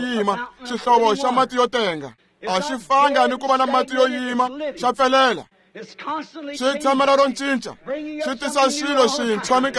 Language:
Tsonga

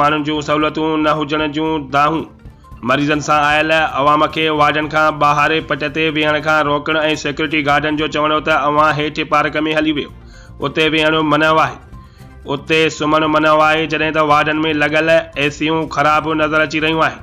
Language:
Sindhi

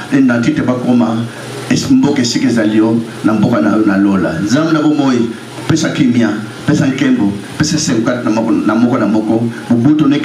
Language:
Lingala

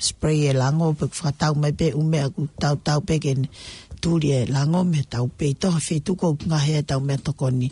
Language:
Tongan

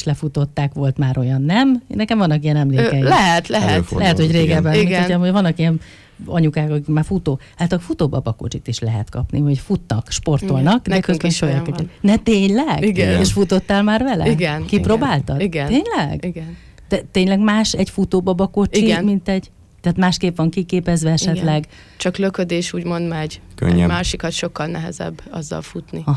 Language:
Hungarian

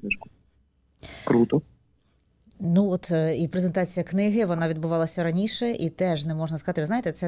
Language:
Ukrainian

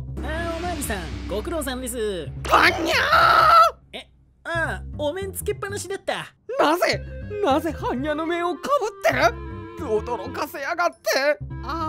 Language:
Japanese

